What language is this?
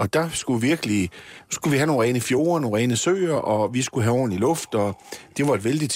Danish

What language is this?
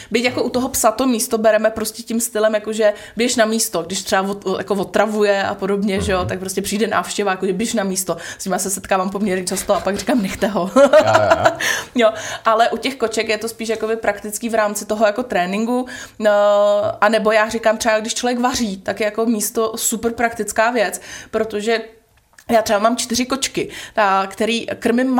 Czech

